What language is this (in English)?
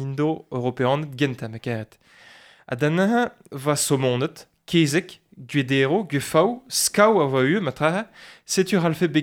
Breton